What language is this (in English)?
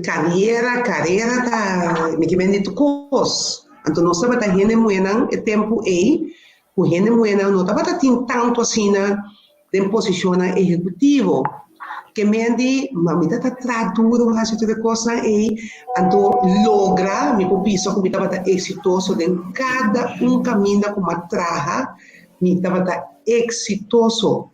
Papiamento